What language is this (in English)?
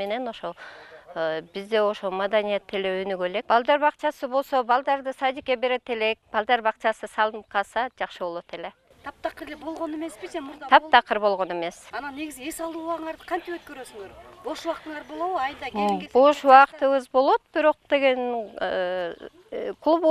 Kyrgyz